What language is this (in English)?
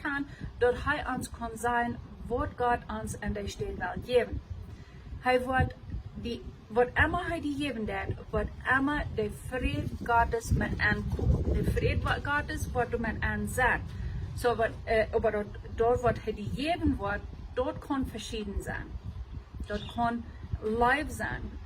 Plautdietsch